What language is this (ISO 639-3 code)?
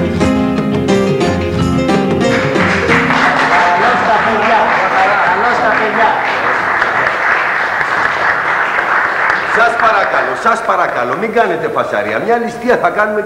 ell